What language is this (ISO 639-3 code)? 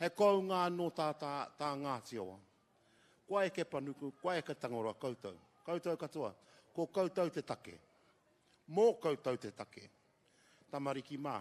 mri